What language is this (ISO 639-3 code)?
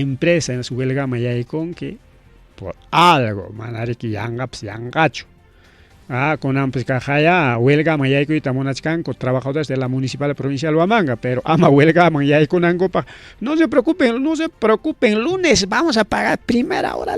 quy